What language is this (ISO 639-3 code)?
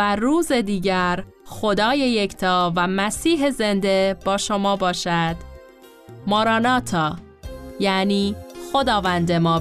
fas